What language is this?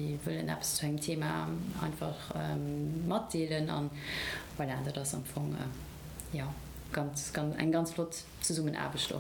Luxembourgish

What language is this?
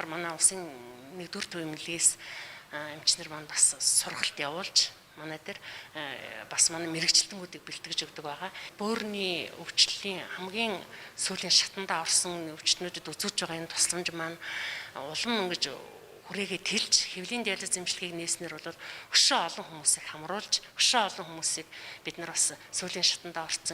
Mongolian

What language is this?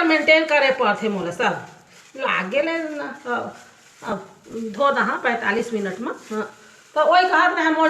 Chhattisgarhi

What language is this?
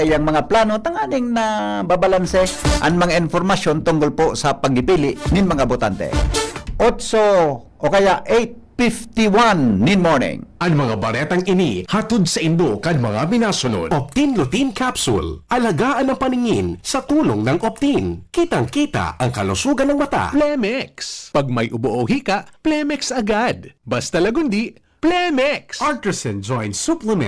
Bikol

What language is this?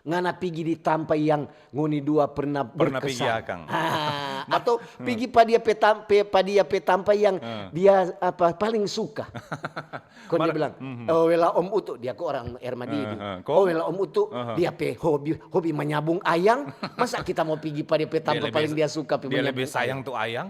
Manado Malay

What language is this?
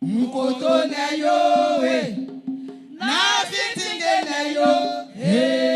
Baoulé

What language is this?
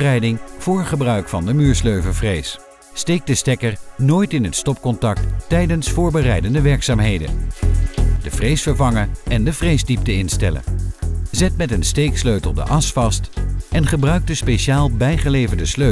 Dutch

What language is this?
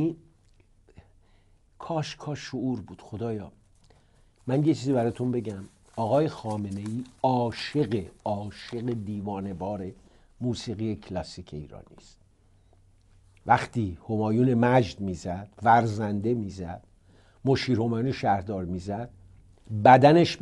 Persian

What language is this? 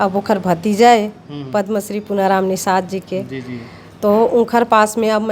Chhattisgarhi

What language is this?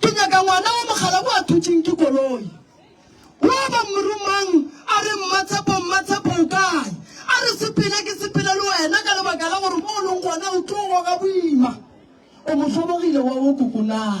Northern Sotho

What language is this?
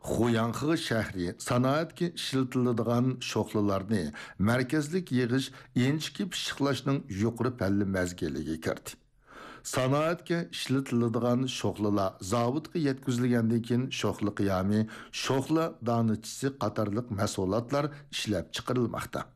Uyghur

